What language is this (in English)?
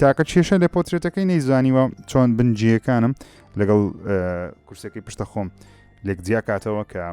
Central Kurdish